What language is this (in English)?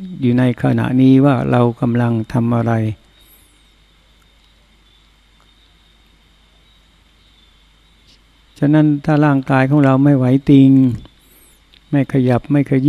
Thai